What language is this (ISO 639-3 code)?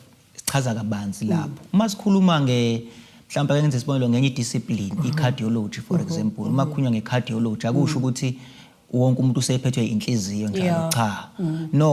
zul